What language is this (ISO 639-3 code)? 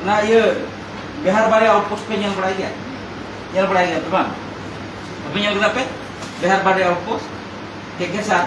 sat